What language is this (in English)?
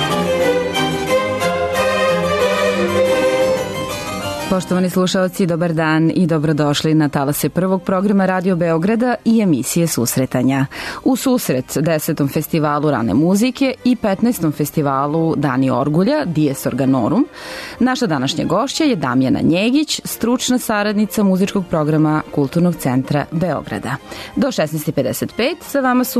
Serbian